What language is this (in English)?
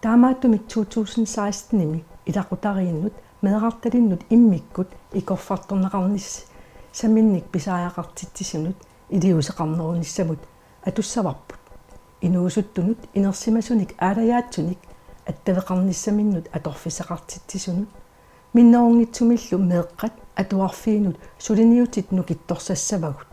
Kalaallisut